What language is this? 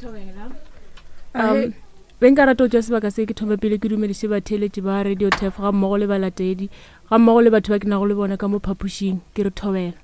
Northern Sotho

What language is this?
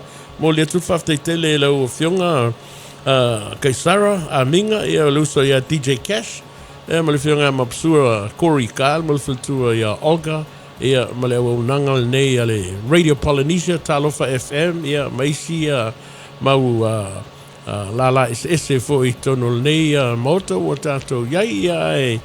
Samoan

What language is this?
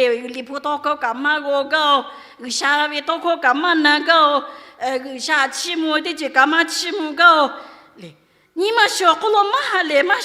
Lahu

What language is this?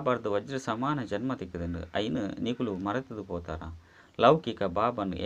Tulu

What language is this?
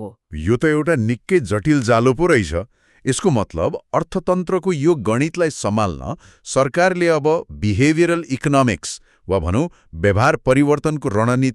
Nepali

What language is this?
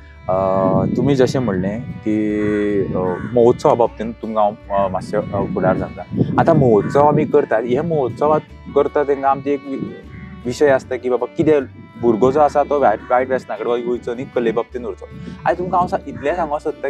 Konkani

